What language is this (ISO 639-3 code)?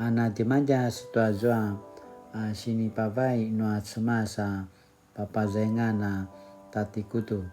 pwn